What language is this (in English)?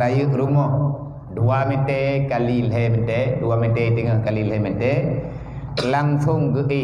Achinese